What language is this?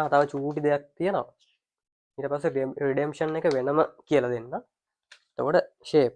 Sinhala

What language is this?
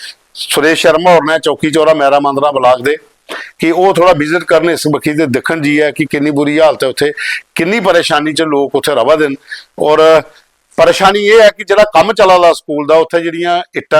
Dogri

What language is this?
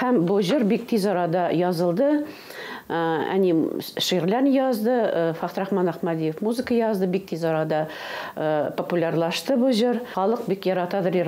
Tatar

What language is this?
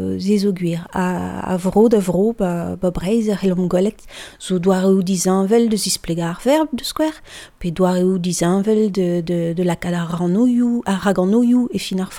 Breton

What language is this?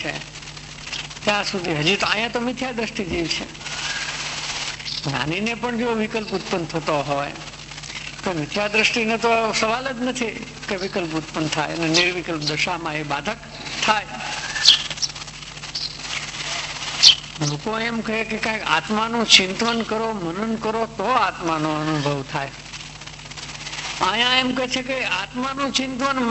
Gujarati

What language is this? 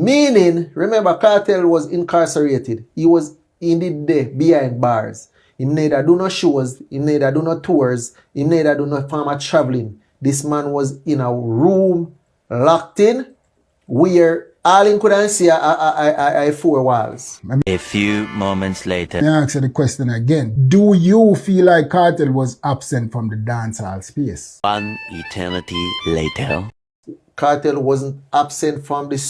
Jamaican Creole English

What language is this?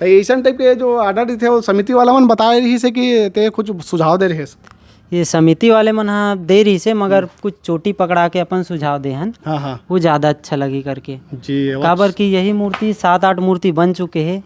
Chhattisgarhi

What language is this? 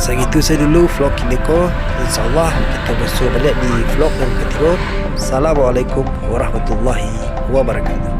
Minangkabau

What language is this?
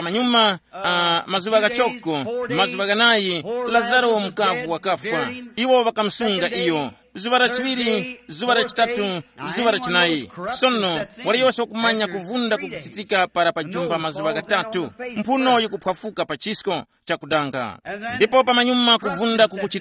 Tumbuka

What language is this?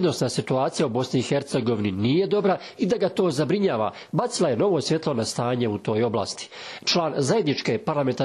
Bosnian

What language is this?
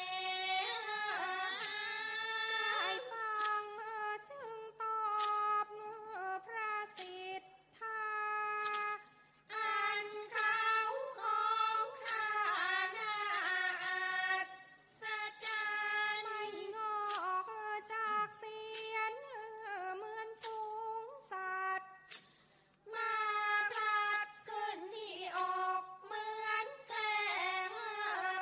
Thai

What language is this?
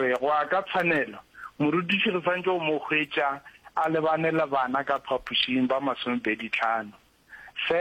Northern Sotho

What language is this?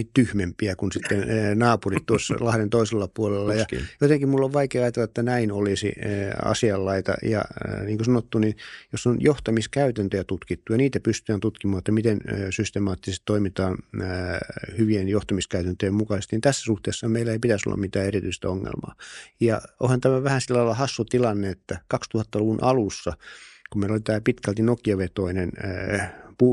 Finnish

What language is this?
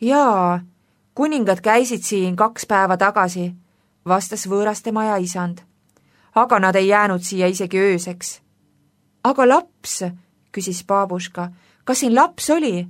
Estonian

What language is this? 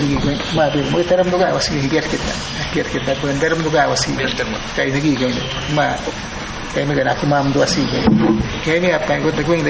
Awa-Cuaiquer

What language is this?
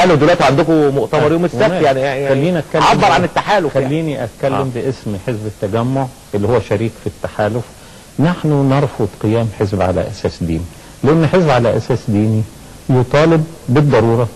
Egyptian Arabic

